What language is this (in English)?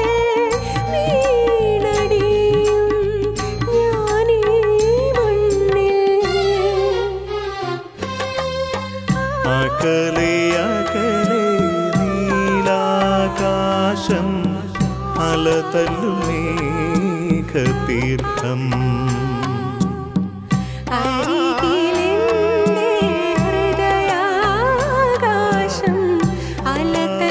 Malayalam